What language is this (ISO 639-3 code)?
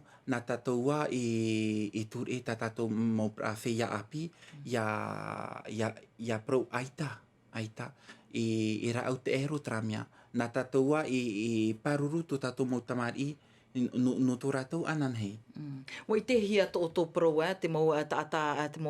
tah